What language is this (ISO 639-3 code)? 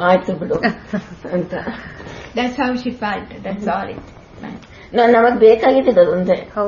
kan